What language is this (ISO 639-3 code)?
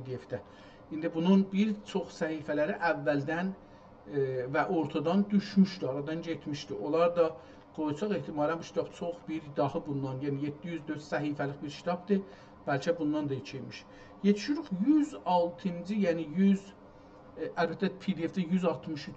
azb